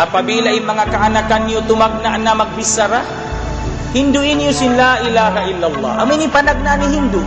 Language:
Tausug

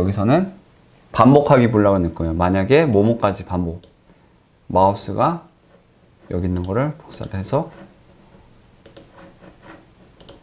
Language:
Korean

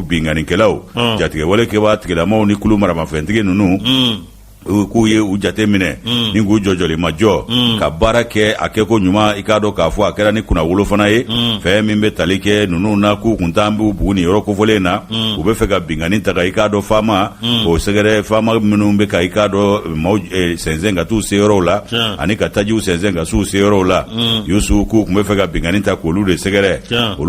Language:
Bambara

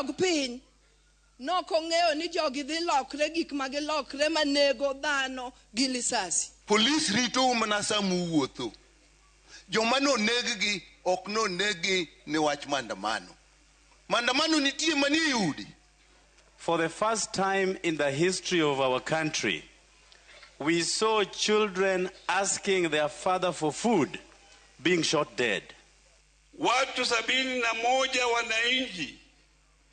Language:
Luo (Kenya and Tanzania)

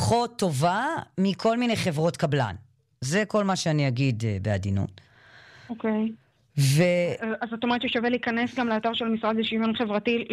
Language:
Hebrew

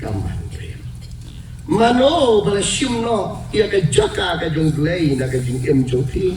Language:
Khasi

